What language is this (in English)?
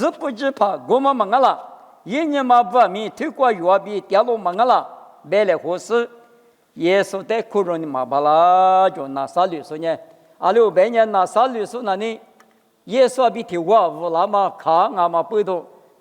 Lisu